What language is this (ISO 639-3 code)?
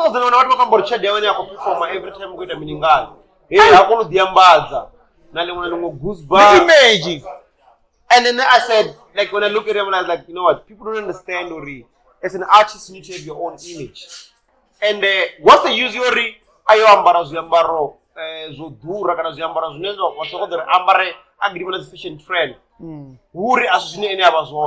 ven